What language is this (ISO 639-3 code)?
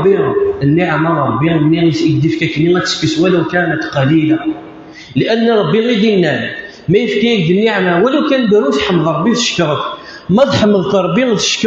kab